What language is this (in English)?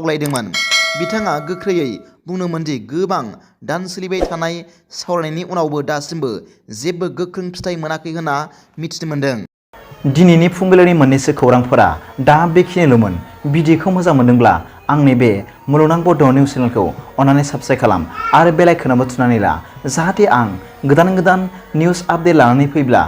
Bodo